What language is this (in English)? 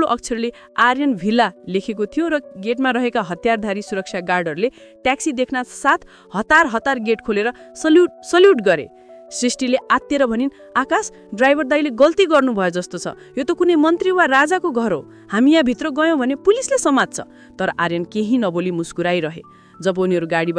Nepali